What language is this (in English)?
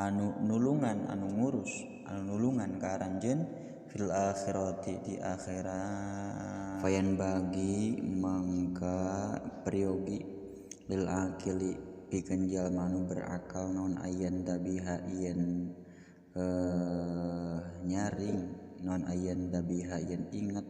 Sundanese